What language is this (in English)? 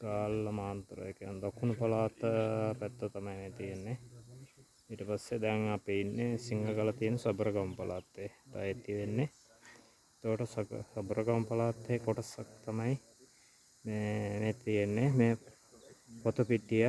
Sinhala